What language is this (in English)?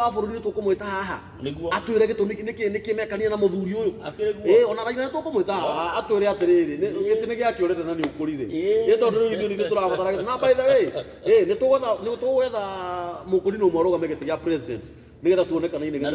Kikuyu